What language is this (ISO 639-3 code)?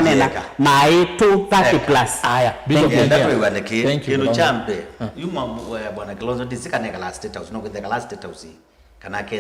kam